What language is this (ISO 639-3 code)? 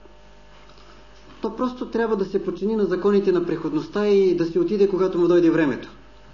bul